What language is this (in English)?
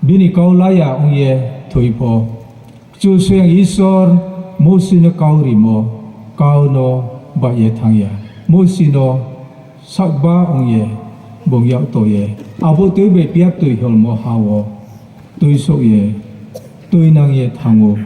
Riang (India)